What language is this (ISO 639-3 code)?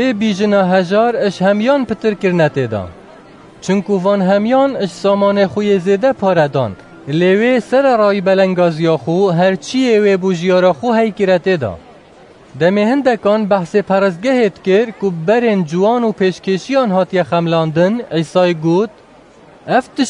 kur